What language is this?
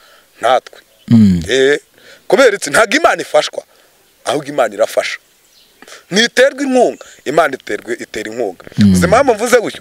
Kinyarwanda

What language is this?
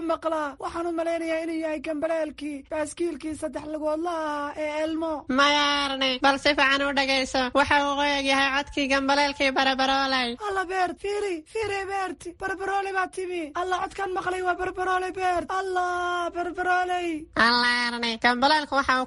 Somali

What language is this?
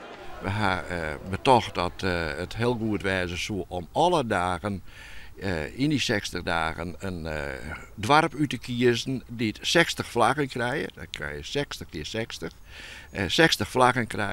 Western Frisian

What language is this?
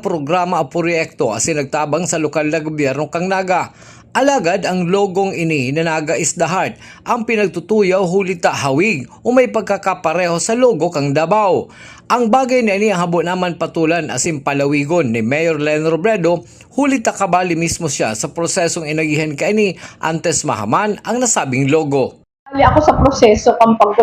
Bikol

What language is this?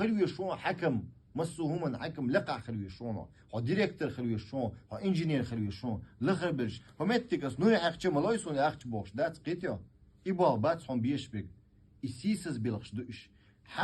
Chechen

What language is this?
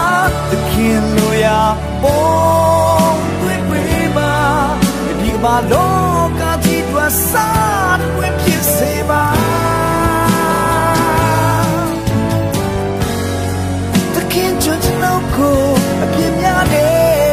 Burmese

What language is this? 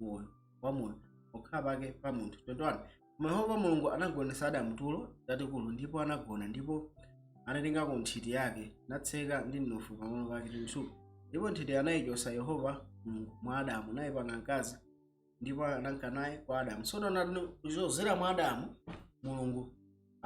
Nyanja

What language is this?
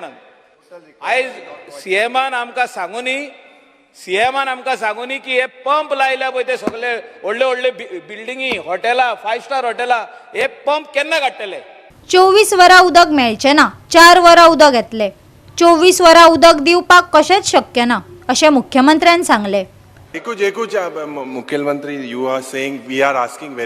Konkani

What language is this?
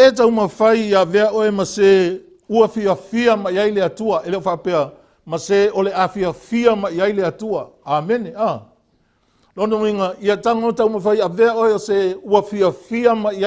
Samoan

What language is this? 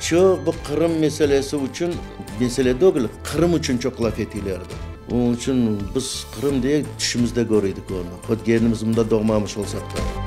Crimean Tatar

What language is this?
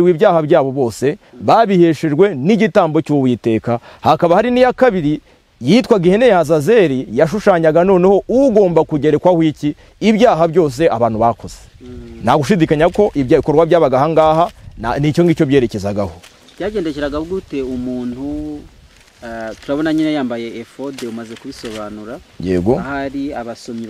Kinyarwanda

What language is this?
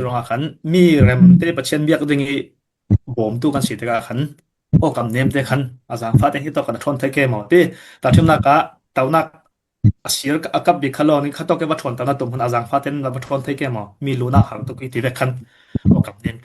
Falam Chin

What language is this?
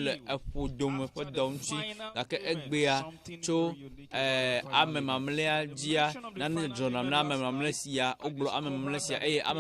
Ewe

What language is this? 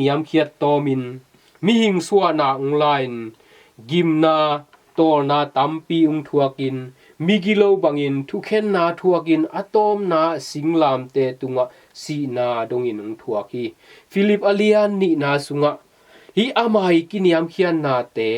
Tedim Chin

